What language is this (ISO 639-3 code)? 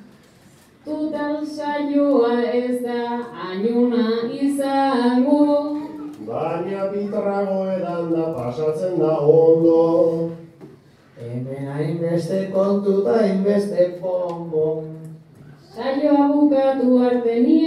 eus